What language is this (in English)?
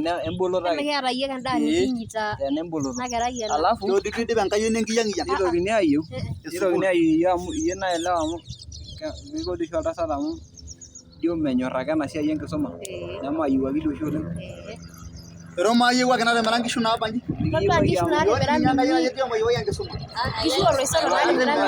Masai